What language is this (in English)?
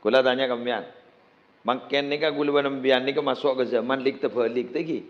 Madurese